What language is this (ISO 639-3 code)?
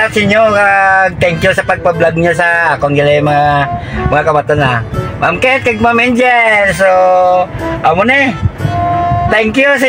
hil